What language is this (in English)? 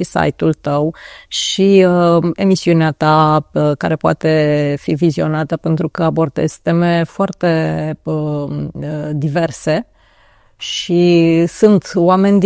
Romanian